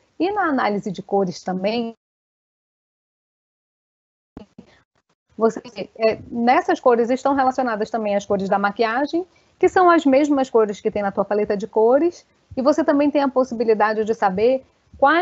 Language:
Portuguese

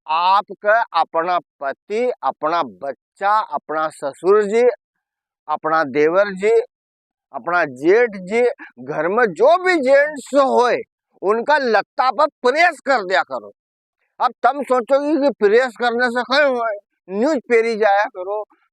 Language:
Rajasthani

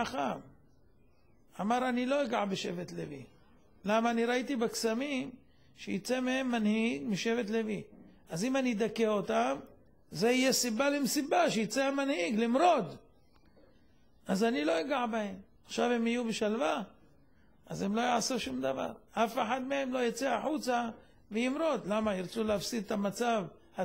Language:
Hebrew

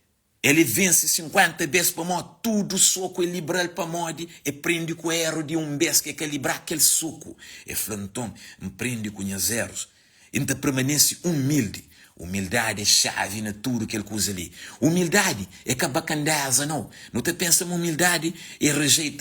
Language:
Kabuverdianu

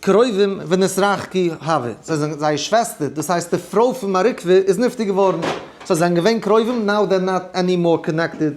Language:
Yiddish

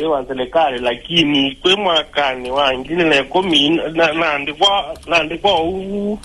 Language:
Kamba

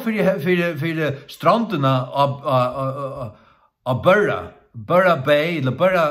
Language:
Faroese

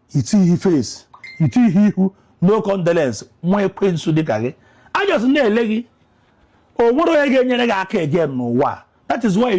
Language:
Igbo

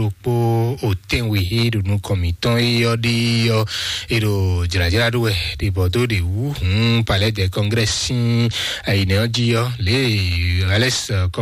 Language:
Fon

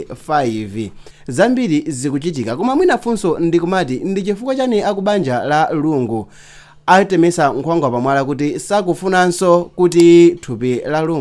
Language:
Nyanja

